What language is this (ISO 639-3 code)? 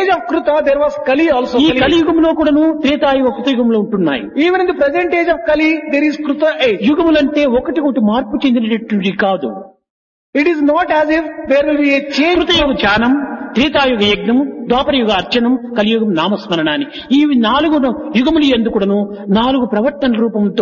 tel